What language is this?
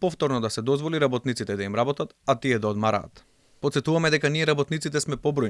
Macedonian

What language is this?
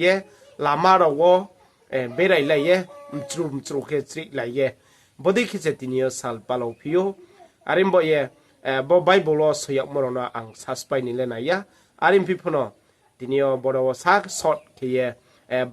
Riang (India)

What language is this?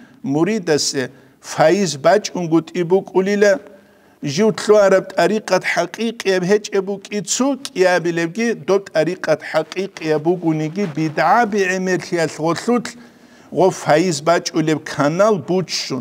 Avaric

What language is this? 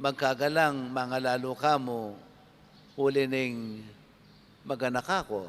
Pampanga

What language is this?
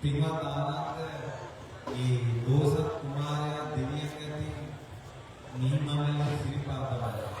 Sinhala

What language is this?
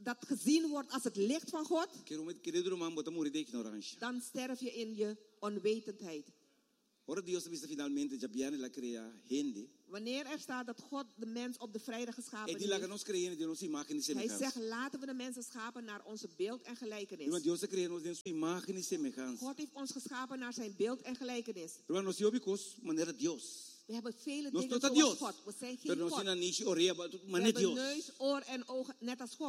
Dutch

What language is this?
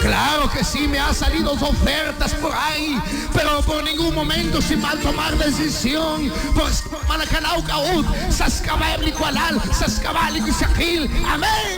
Kekchí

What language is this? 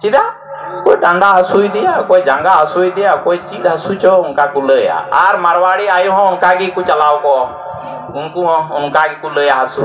Santali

